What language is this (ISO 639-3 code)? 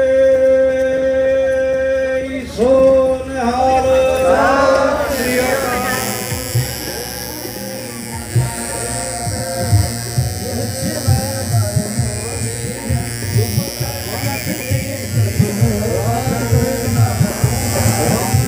pan